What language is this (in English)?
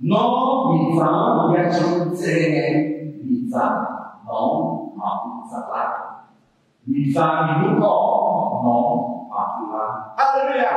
Akha